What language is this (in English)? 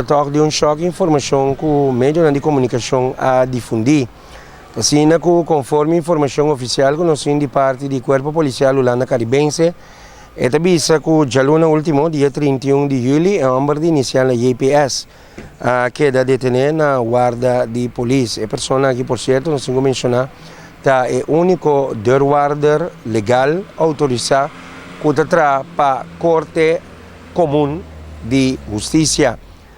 Papiamento